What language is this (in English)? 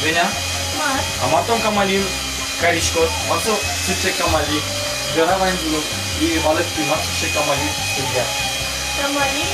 Udmurt